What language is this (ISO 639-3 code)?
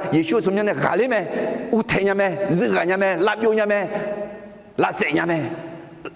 ahk